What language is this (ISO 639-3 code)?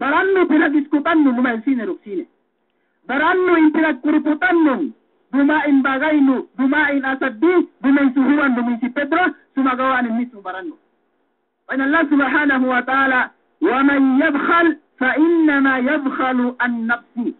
yka